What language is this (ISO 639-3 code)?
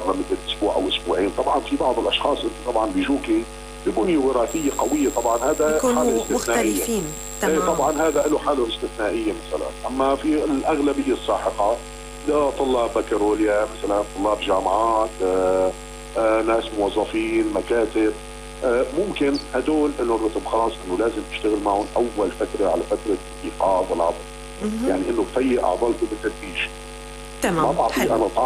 apc